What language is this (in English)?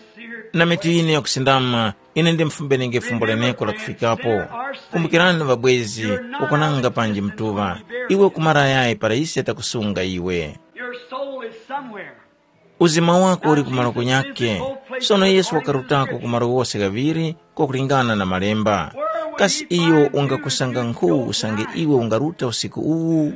Tumbuka